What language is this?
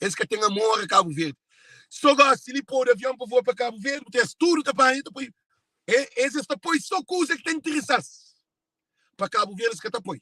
Kabuverdianu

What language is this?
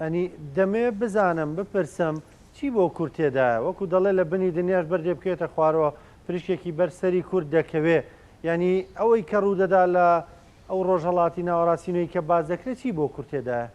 Central Kurdish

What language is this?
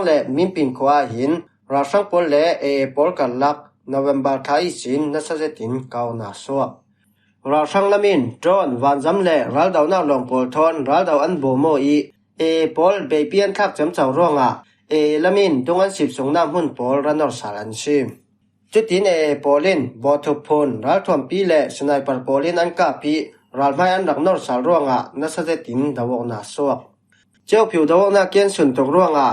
Falam Chin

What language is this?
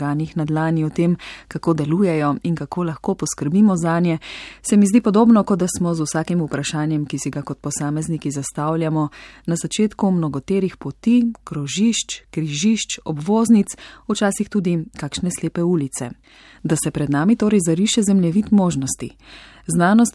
Slovenian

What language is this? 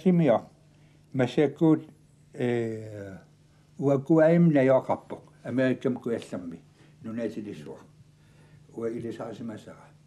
Kalaallisut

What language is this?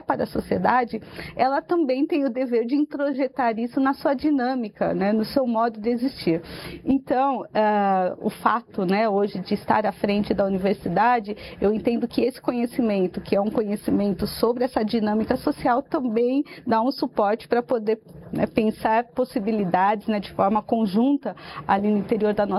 Portuguese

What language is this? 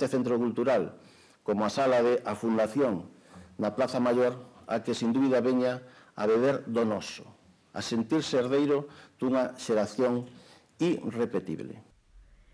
Galician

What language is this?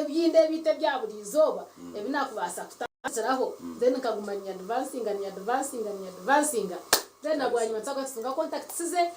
Nyankole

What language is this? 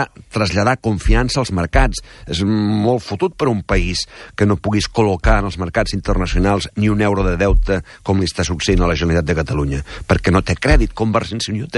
Catalan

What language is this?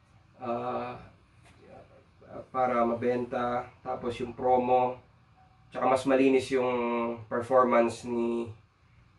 Filipino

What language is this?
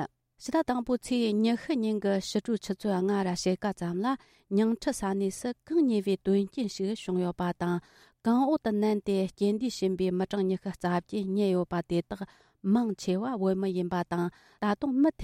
Tibetan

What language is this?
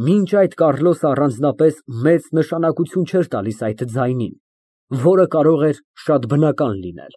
Armenian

